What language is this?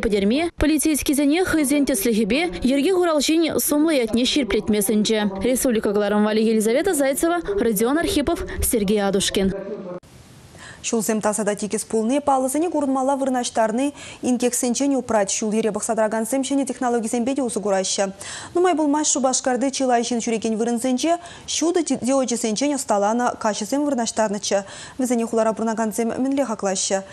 Chuvash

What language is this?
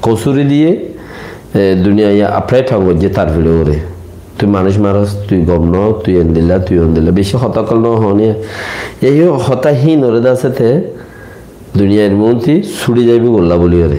Rohingya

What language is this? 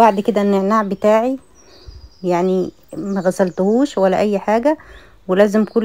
Egyptian Arabic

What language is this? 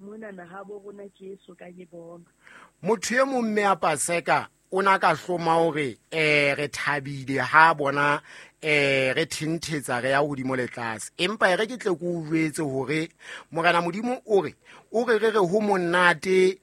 Southern Sotho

